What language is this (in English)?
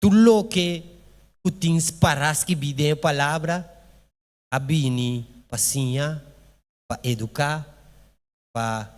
Papiamento